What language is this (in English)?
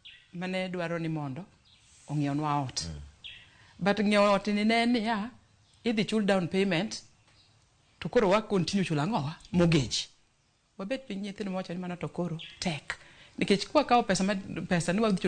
Luo (Kenya and Tanzania)